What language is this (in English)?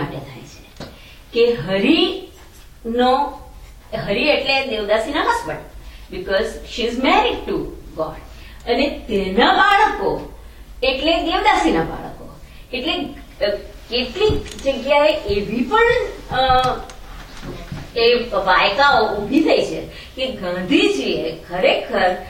Gujarati